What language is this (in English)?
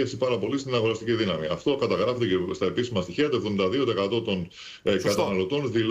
Greek